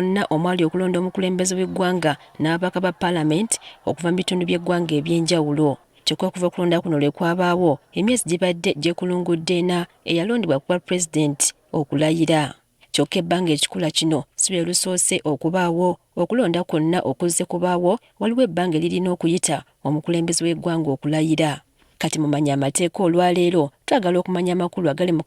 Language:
Ganda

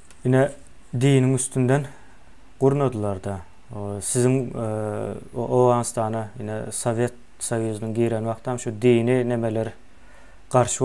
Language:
Turkmen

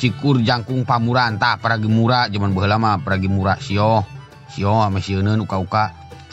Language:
Sundanese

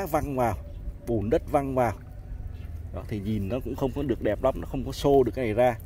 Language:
Vietnamese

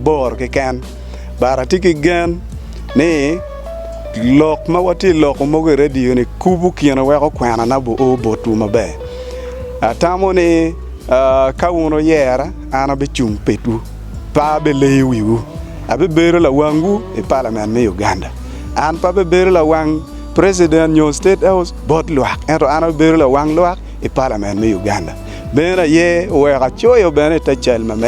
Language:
Acoli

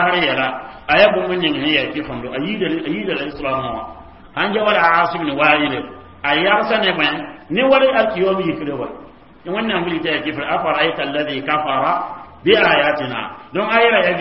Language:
Mossi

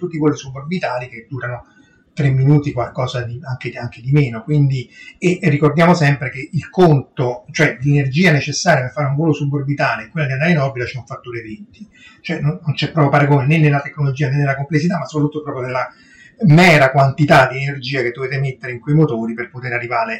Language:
Italian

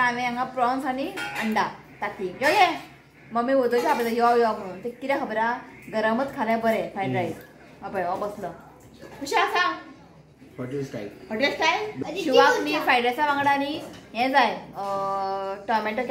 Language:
Konkani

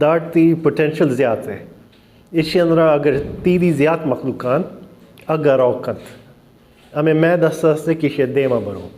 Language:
Baluchi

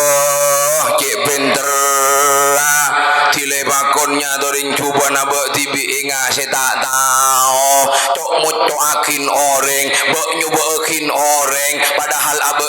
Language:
Madurese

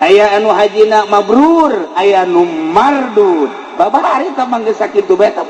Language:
Sundanese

